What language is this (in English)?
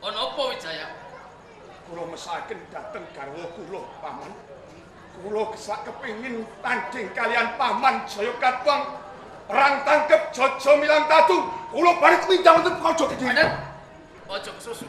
Javanese